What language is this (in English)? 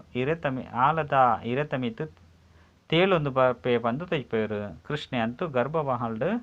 Tulu